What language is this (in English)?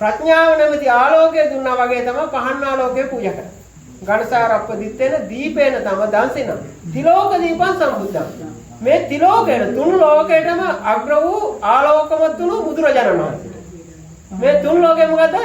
Sinhala